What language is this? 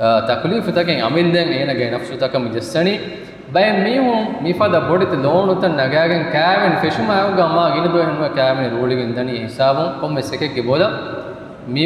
Divehi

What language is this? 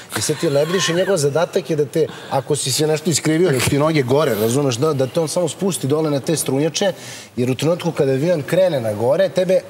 Serbian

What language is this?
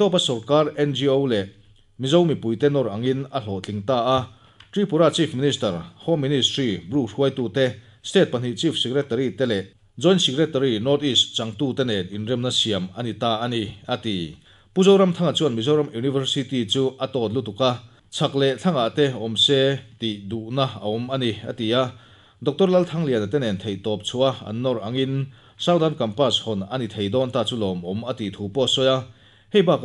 Mizo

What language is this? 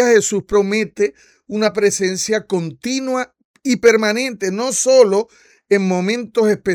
Spanish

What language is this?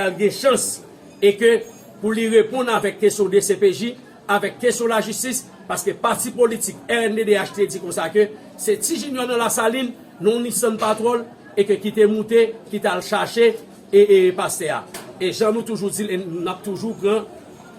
Haitian Creole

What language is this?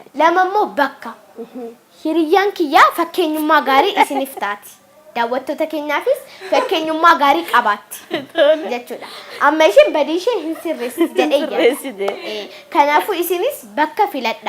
Oromo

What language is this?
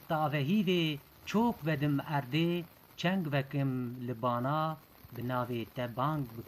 Kurdish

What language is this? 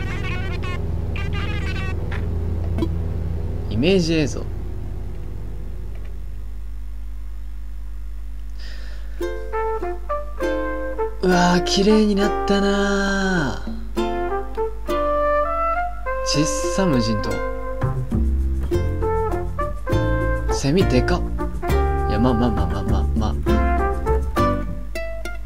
Japanese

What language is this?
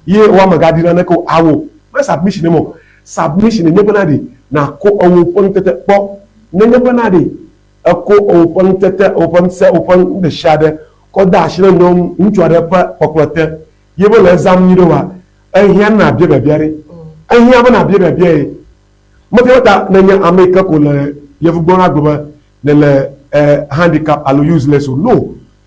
Ewe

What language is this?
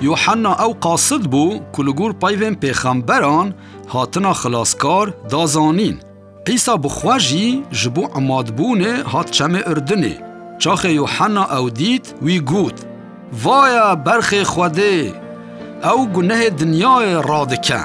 Kurdish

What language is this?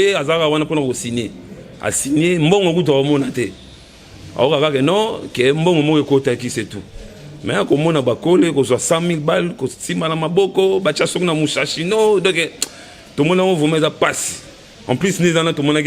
Lingala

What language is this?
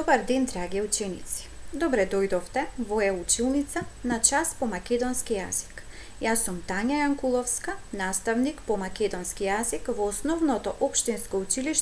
Macedonian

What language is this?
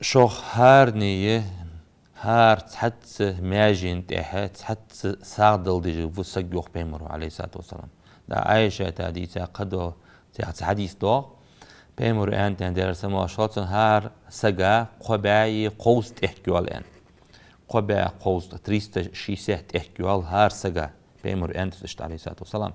Ingush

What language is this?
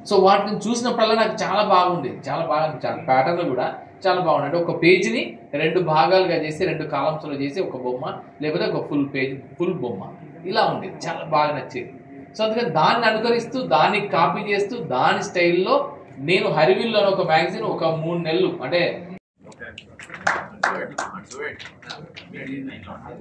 Telugu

